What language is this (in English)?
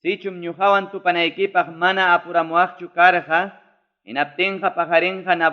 Ayacucho Quechua